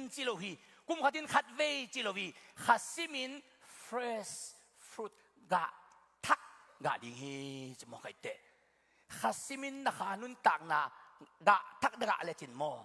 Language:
Tedim Chin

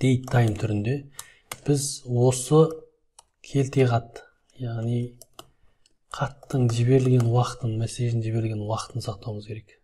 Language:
Kazakh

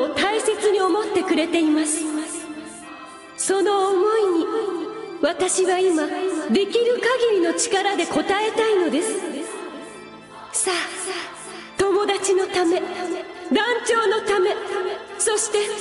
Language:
Japanese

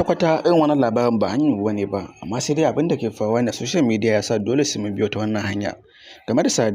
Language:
Hausa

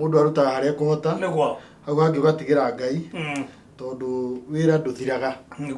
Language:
Kikuyu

